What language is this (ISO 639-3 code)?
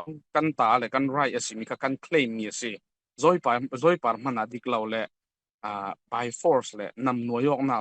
cfm